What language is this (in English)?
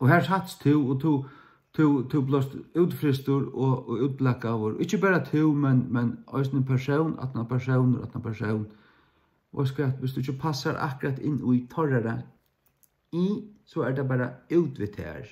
Faroese